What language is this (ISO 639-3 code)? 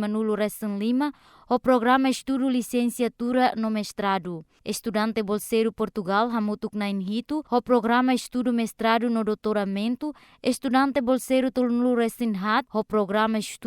tet